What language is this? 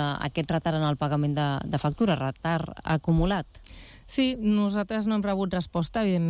Catalan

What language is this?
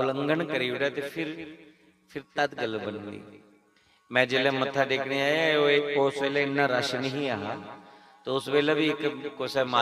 Dogri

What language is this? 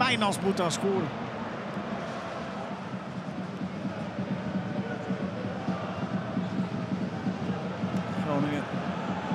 Dutch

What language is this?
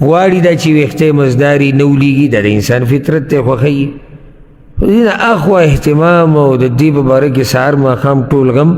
Pashto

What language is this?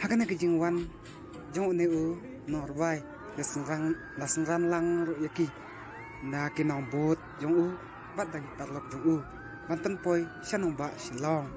Khasi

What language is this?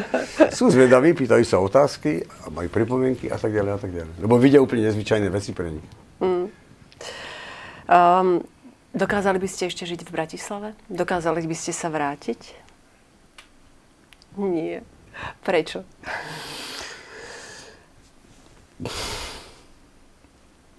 Slovak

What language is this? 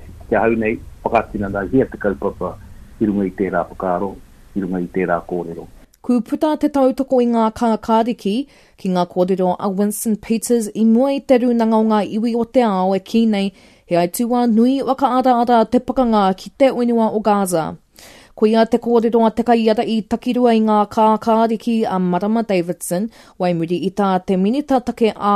Māori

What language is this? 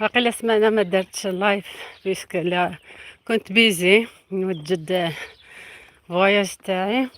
Algerian Arabic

